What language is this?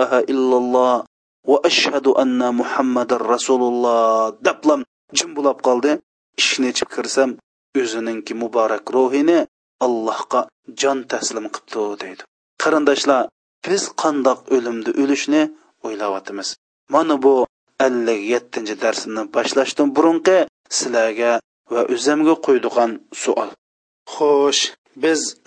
Uyghur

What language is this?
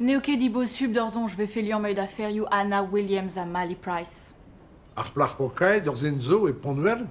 Breton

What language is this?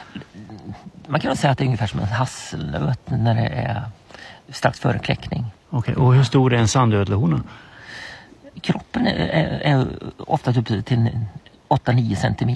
Swedish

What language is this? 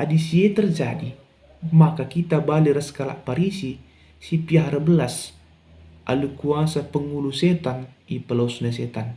Batak Karo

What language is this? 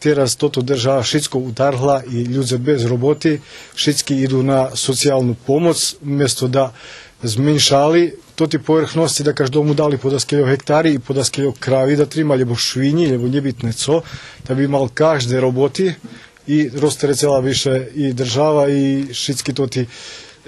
Rusyn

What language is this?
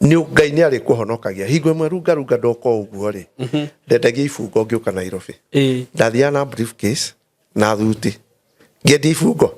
Kikuyu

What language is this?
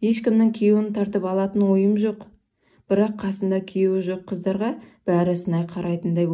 Kazakh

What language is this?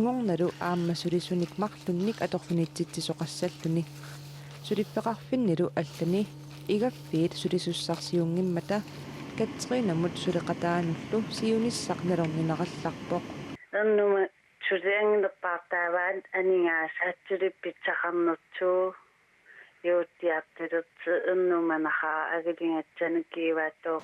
Kalaallisut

